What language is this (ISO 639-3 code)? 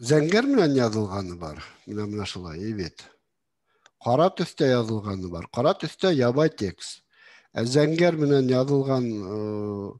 bak